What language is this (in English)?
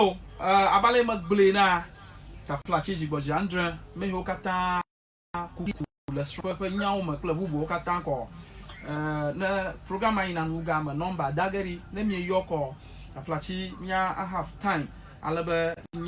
Ewe